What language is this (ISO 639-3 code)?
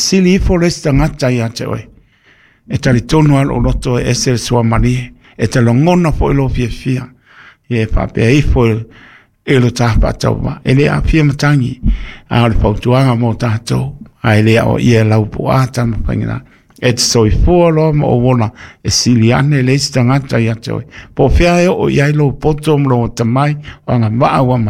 smo